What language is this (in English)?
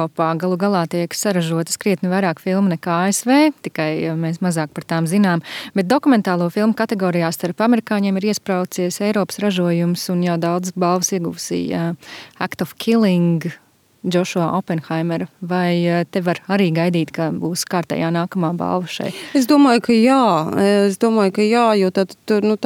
Latvian